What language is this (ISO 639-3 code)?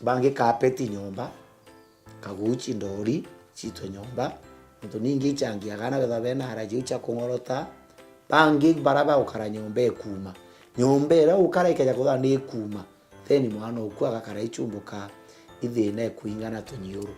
mer